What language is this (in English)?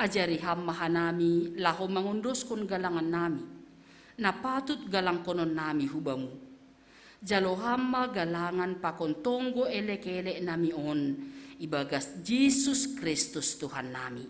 Batak Simalungun